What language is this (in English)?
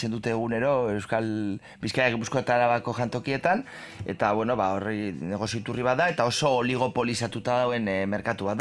Basque